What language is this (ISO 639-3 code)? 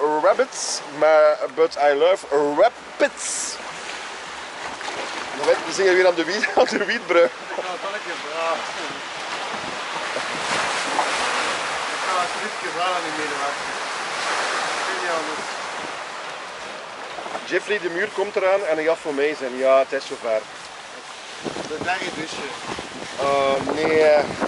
nld